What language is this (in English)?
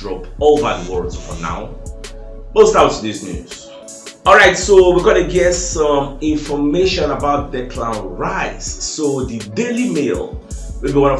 Nigerian Pidgin